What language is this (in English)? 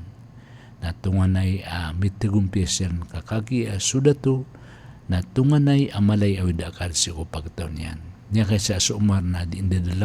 Maranao